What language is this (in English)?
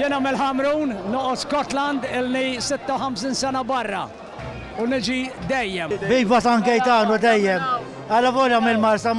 Maltese